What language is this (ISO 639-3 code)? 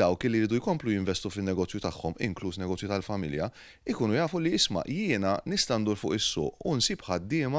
mlt